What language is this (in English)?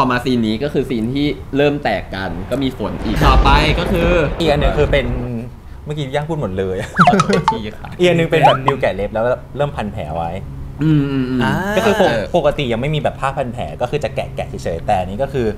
Thai